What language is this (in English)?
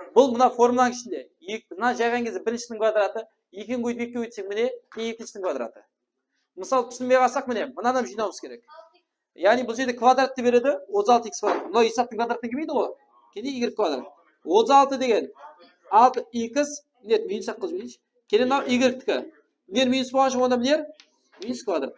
Kara-Kalpak